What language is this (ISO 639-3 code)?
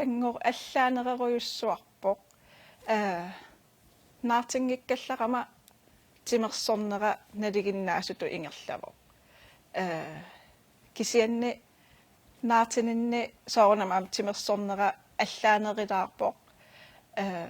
kal